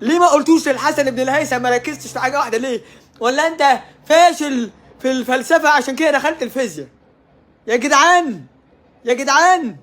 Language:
Egyptian Arabic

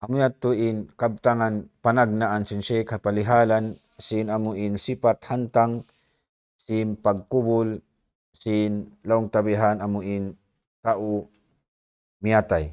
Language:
Tausug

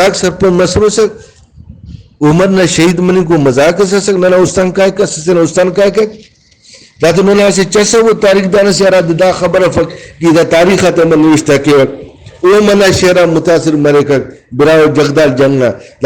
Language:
Brahui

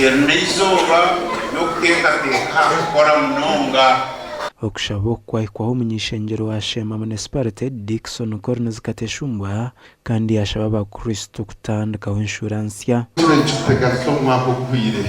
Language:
Nyankole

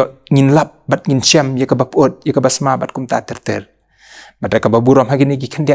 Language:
Khasi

